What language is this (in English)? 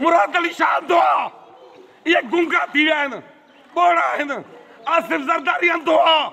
Sindhi